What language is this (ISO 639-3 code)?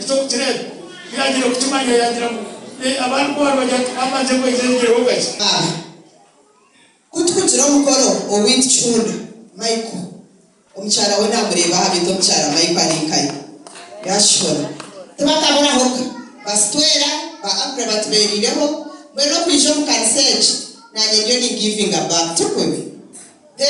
kin